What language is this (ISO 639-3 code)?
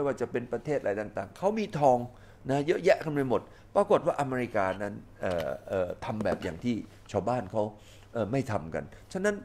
tha